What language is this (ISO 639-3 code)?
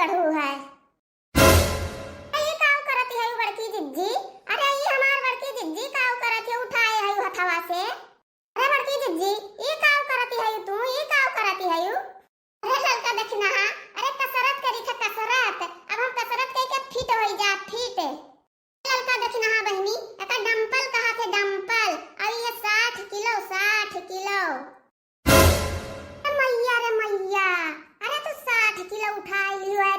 awa